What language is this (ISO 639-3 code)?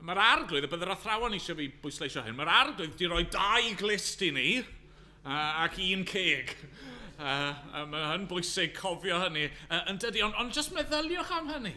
cym